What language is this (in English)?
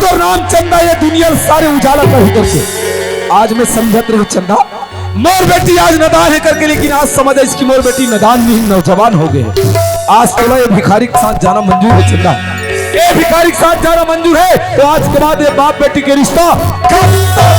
Chhattisgarhi